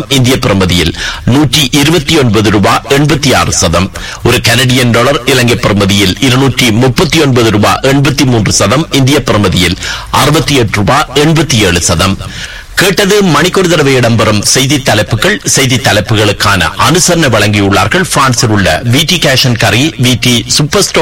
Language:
Tamil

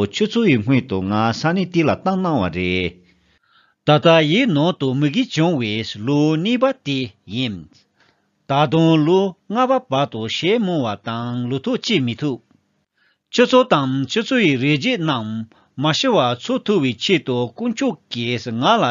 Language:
Tibetan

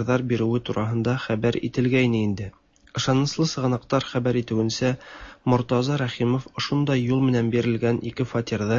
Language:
Tatar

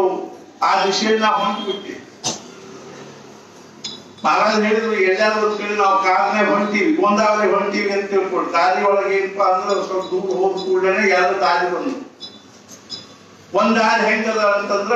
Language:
Kannada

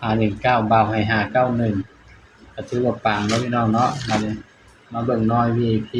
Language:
Northeastern Thai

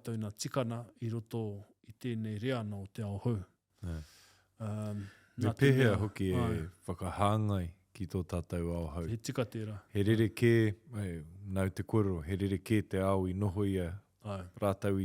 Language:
Māori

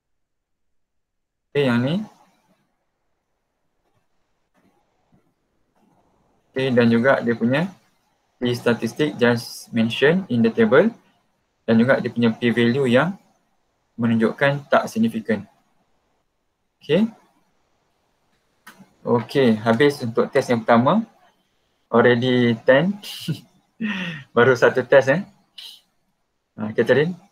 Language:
Malay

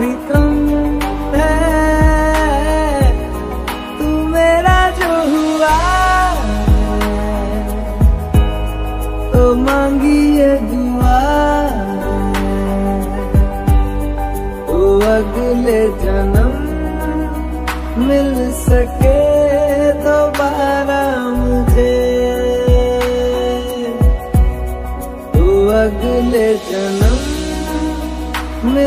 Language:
Hindi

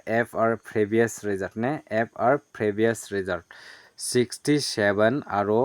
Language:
Garo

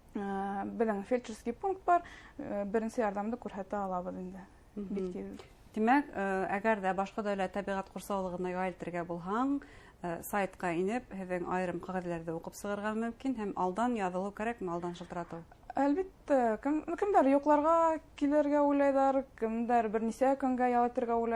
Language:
Bashkir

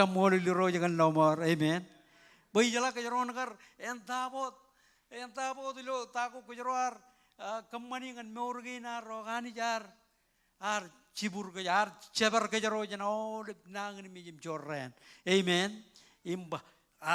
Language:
Marshallese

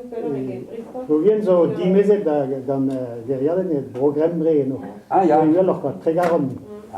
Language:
Breton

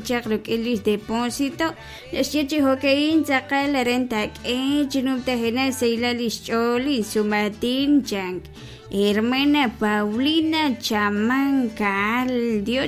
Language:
Kekchí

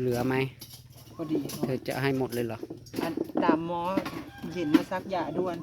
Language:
Northeastern Thai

